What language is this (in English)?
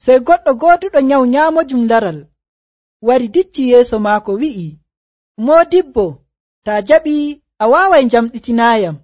Nigerian Fulfulde